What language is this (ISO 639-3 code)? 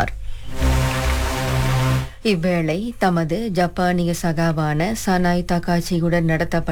tam